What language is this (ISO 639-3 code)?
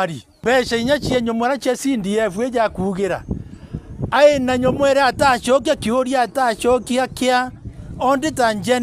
mer